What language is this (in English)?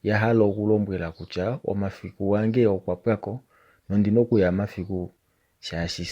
Kuanyama